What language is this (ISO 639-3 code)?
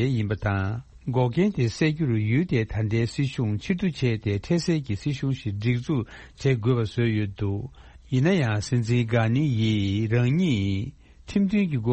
bod